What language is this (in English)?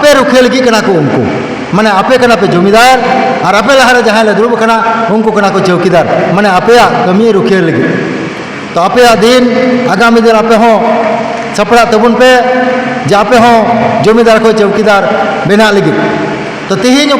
Santali